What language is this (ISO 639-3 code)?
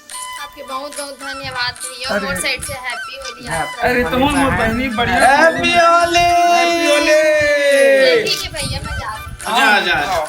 hne